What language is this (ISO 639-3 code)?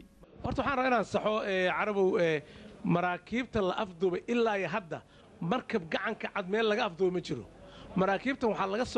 som